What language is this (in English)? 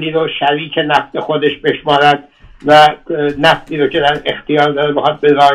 Persian